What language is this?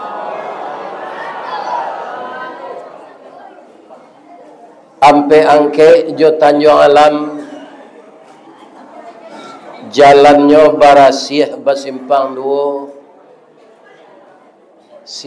Minangkabau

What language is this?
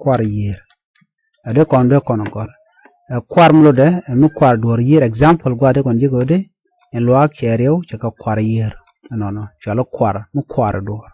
Nuer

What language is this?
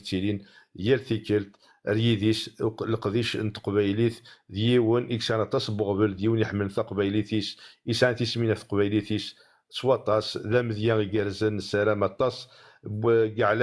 Kabyle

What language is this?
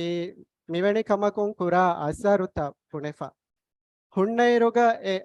Divehi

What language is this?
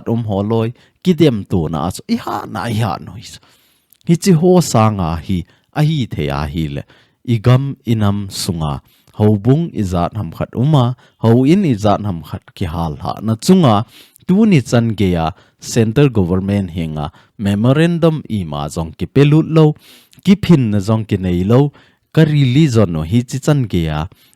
Thado Chin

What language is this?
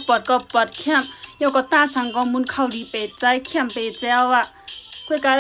Shan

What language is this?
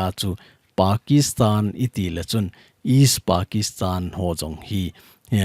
Thado Chin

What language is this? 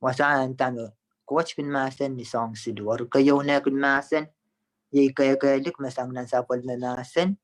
Pohnpeian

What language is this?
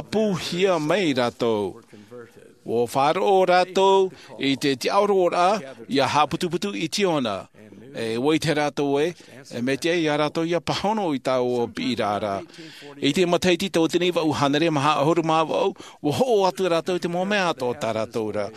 Tahitian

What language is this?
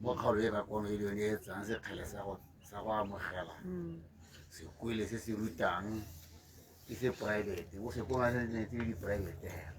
Tswana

